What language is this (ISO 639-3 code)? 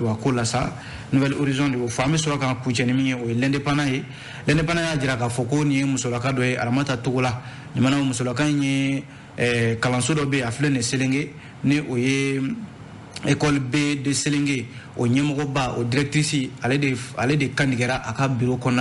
bam